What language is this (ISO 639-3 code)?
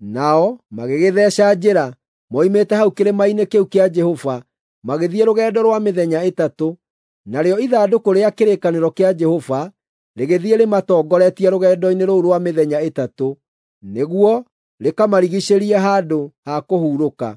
kik